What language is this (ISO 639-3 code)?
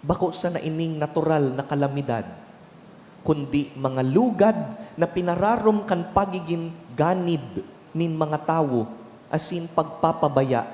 bik